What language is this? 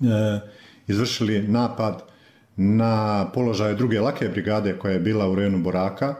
Bosnian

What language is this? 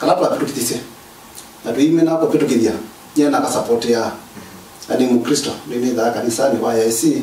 Kamba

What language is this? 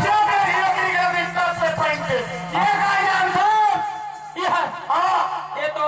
Chhattisgarhi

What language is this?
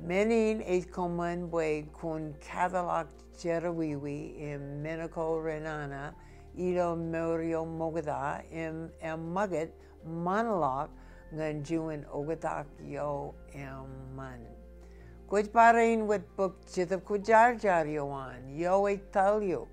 Marshallese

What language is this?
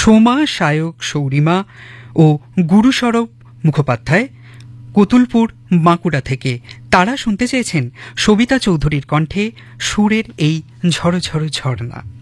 Bangla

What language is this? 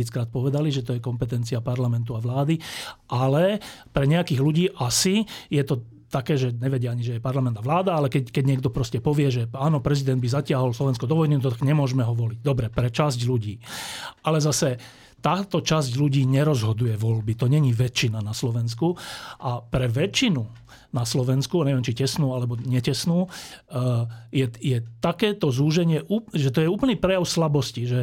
Slovak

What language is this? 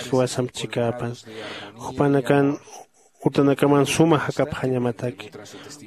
Aymara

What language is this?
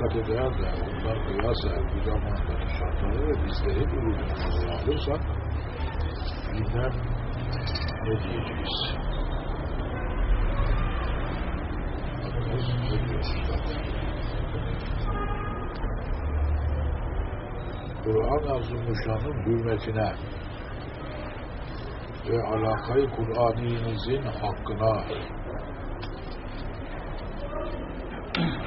Turkish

